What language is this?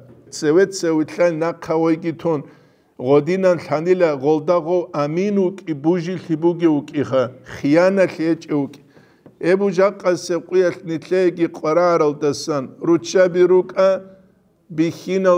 Avaric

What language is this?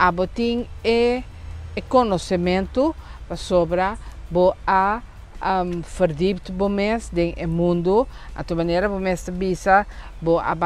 Papiamento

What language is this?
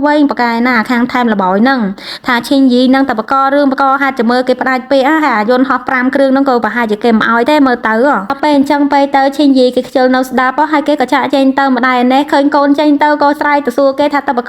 Khmer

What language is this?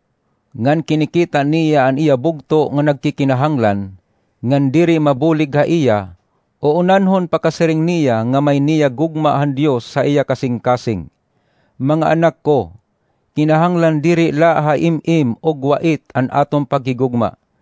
Waray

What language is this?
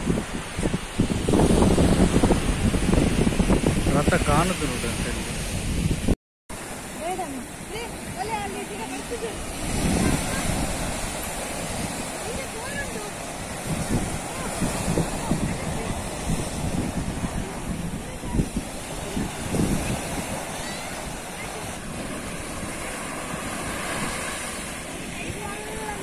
Kannada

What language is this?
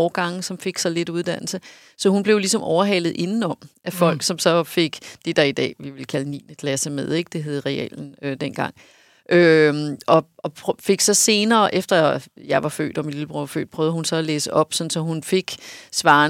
Danish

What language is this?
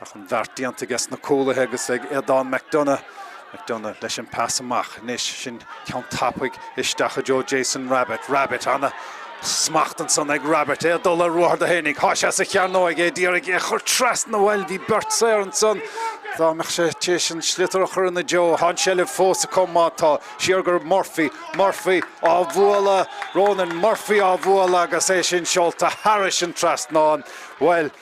Irish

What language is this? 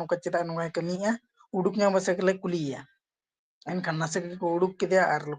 Santali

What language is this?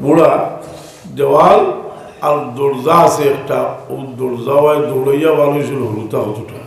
Sylheti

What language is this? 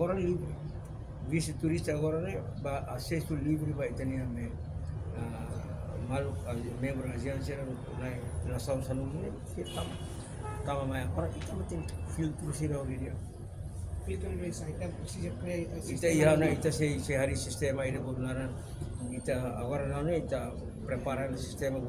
Tetum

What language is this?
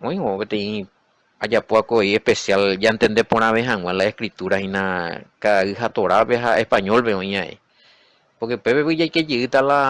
Guarani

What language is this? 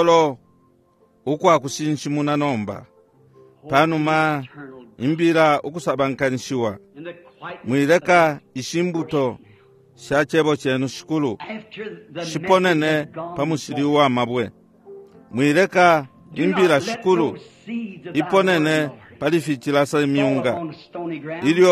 Bemba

